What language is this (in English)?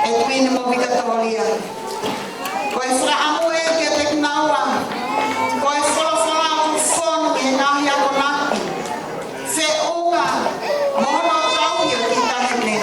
Tongan